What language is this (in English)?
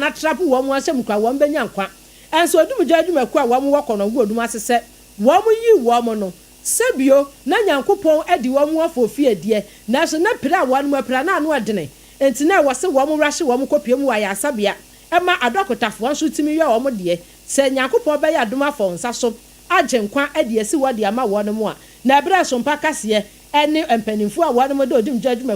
Akan